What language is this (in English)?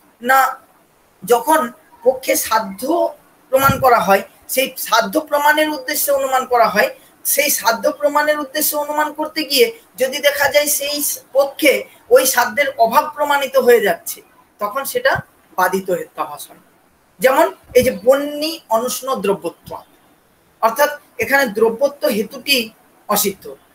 Bangla